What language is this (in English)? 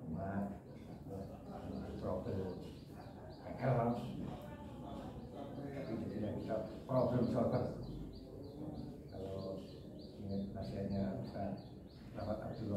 Indonesian